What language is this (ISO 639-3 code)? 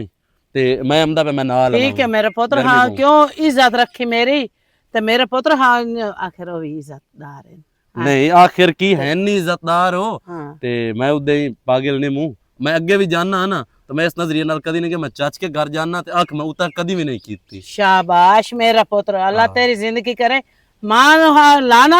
lah